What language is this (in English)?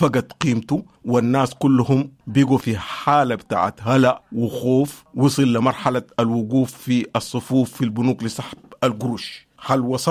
Sudanese Arabic